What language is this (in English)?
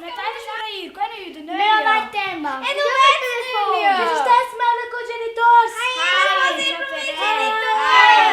Romansh